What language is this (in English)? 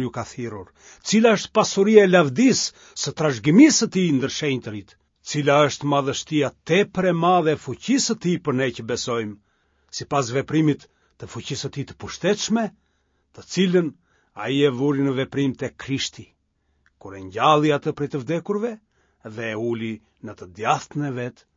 Albanian